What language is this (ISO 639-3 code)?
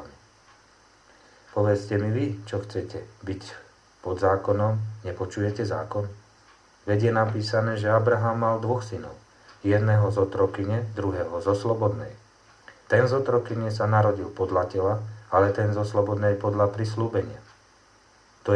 slk